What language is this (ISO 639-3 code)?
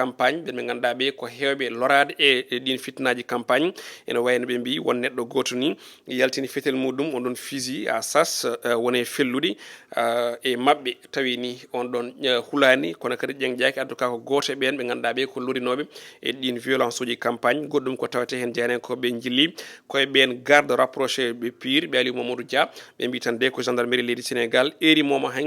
ful